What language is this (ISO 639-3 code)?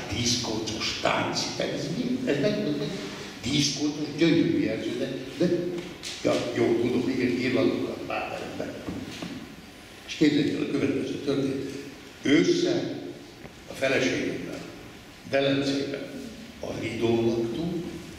hun